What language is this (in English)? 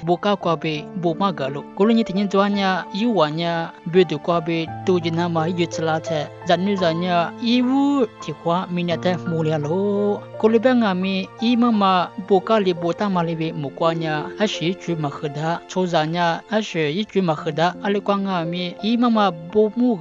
Lisu